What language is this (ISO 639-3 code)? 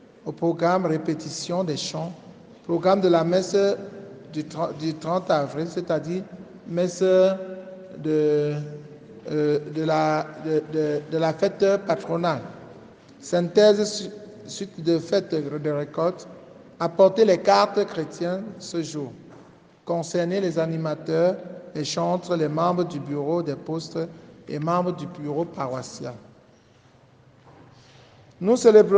fra